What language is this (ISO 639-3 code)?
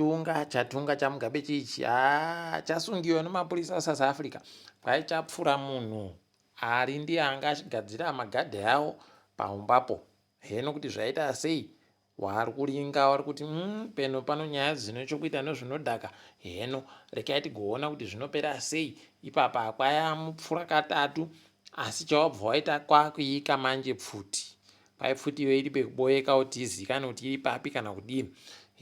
ndc